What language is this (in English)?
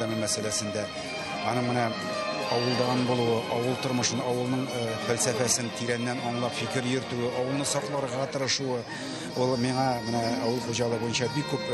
Tatar